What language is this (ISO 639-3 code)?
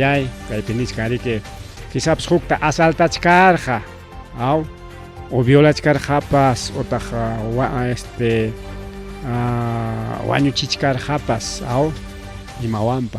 quy